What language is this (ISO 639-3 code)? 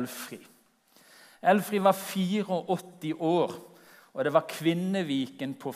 nor